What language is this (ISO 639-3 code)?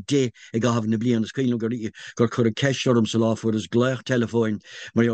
gle